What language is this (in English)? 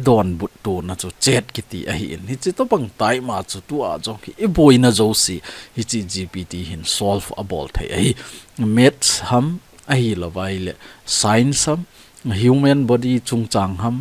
Thado Chin